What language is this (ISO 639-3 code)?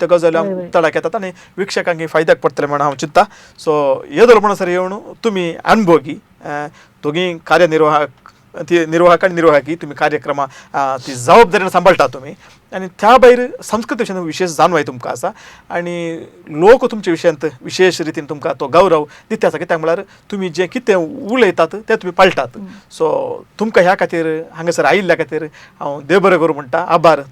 kok